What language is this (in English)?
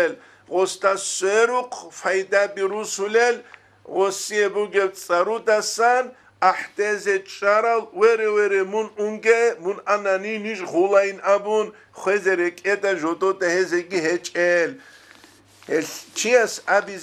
Avaric